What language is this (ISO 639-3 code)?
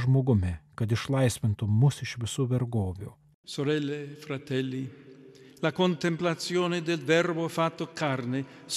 lit